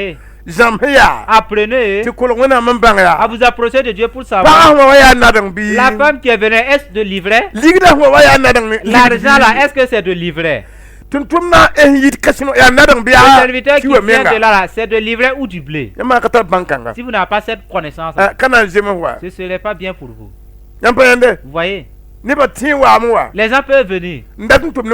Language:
Mossi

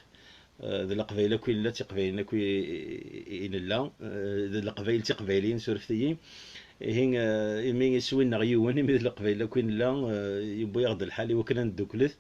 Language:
Kabyle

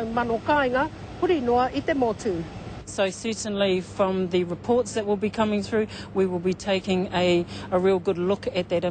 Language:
Māori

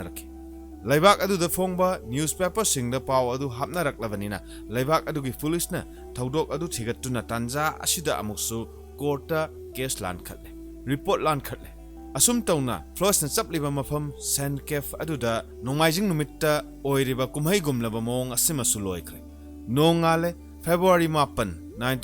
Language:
Manipuri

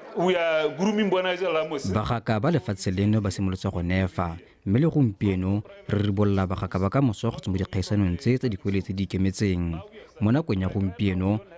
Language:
Tswana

